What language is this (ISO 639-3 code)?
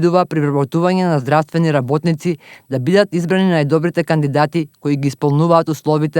mkd